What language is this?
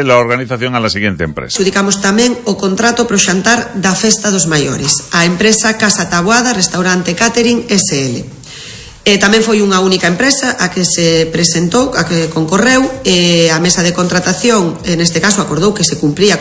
Galician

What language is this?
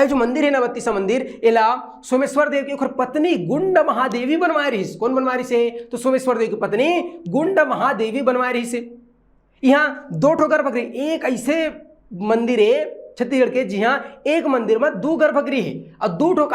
Chhattisgarhi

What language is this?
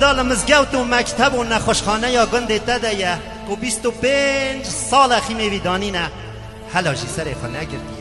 Kurdish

